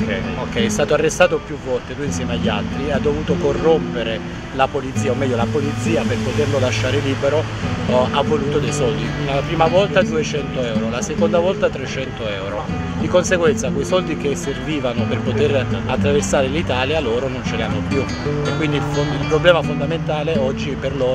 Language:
Italian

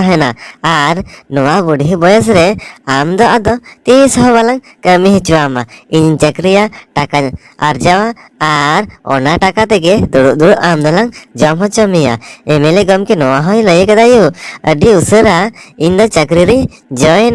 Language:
Santali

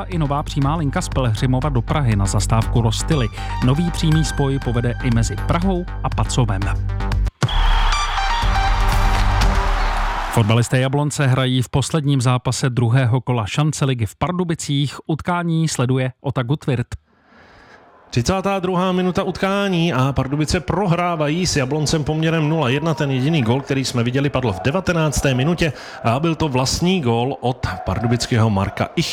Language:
Czech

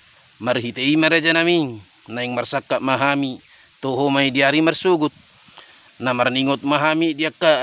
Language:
Batak Toba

